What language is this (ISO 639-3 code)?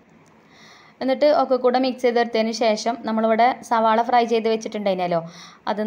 mal